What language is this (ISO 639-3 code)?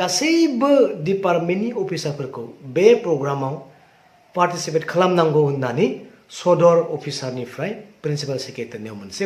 brx